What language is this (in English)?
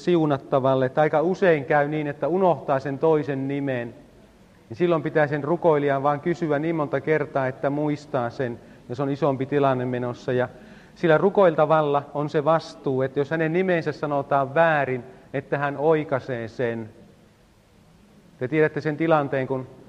Finnish